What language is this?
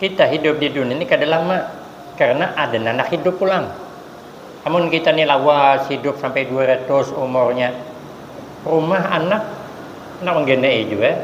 Banjar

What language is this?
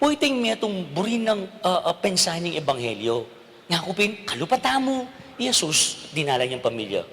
Pampanga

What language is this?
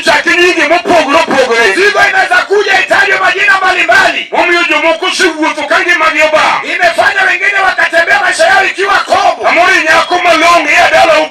Luo (Kenya and Tanzania)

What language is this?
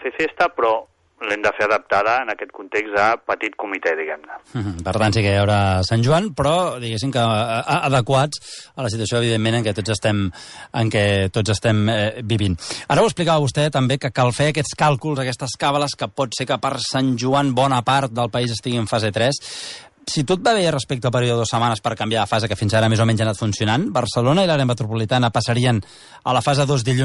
Catalan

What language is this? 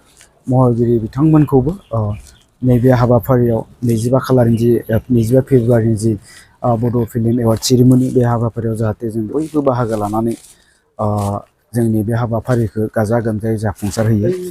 Bodo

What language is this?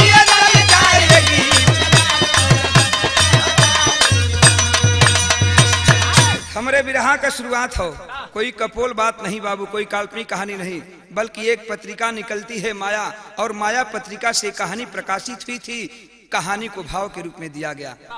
Bhojpuri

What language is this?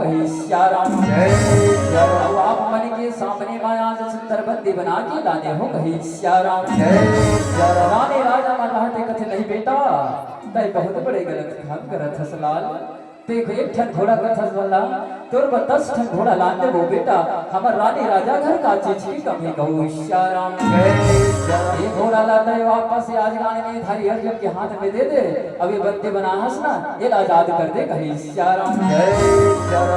Chhattisgarhi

